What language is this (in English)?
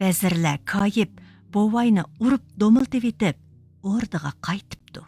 Uyghur